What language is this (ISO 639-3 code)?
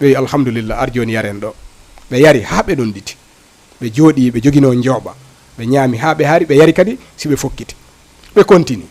ful